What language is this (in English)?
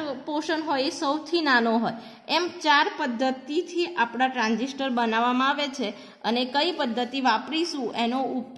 Gujarati